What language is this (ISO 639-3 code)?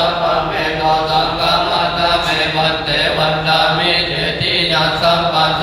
pli